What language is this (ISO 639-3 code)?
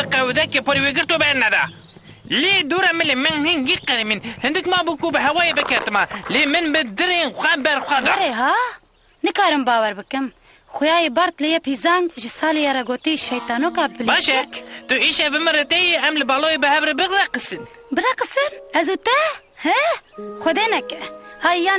kur